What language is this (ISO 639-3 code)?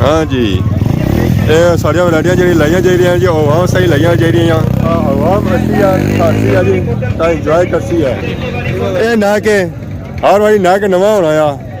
phr